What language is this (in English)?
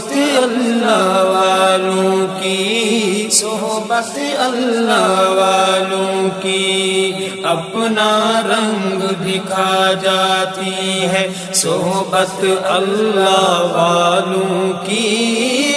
Urdu